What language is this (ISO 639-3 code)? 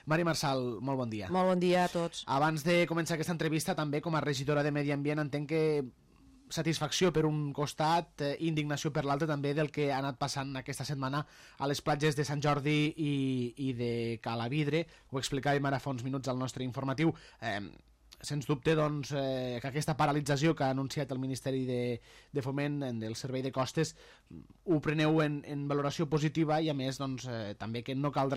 cat